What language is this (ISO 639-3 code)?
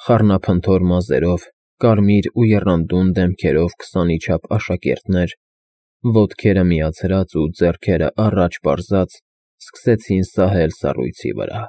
hye